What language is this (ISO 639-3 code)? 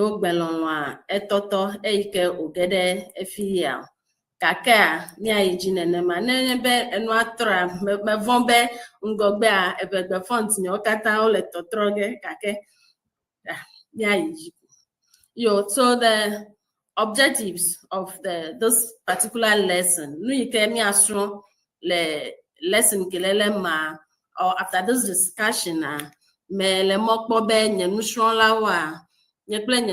ewe